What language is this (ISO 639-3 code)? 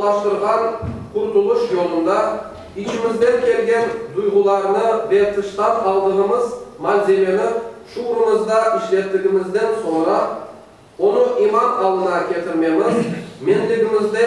crh